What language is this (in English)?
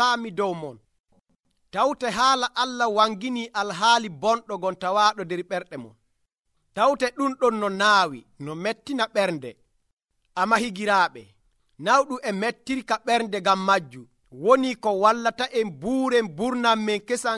Nigerian Fulfulde